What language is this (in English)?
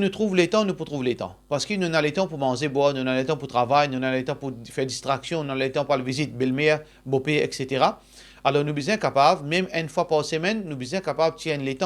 Morisyen